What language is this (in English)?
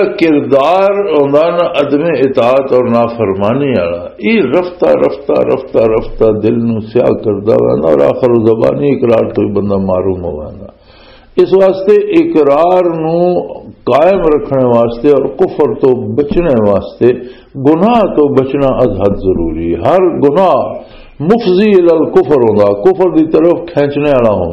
Western Panjabi